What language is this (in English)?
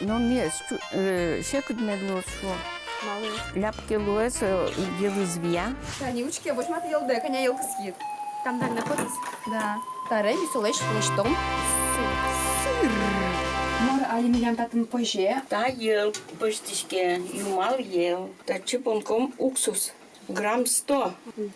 Udmurt